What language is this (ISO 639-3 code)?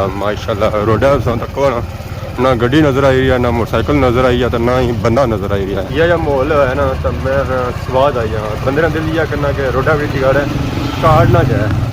phr